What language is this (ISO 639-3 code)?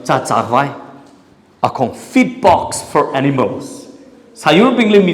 nmf